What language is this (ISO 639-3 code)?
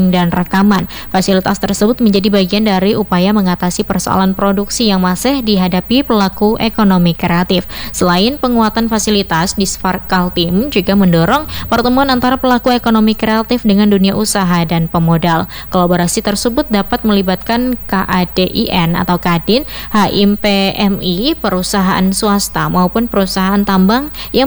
ind